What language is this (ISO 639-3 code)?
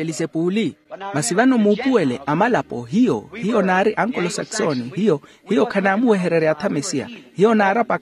vmw